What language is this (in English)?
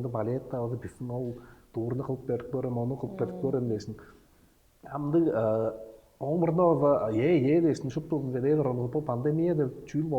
Tuvinian